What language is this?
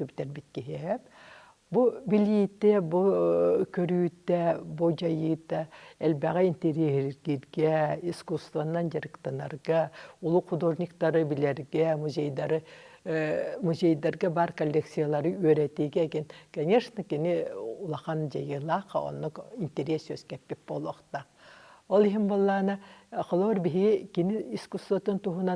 Yakut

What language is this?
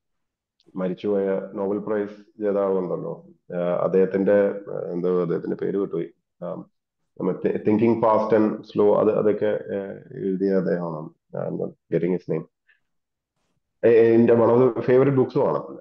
Malayalam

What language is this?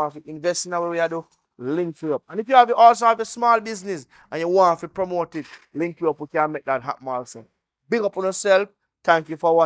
Jamaican Creole English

